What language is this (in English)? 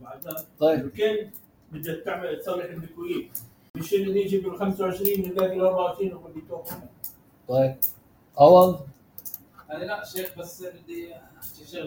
North Levantine Arabic